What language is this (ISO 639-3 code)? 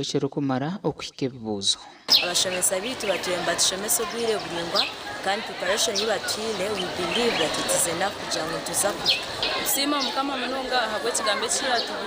nyn